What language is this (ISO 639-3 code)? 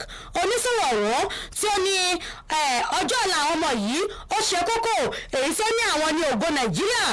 yor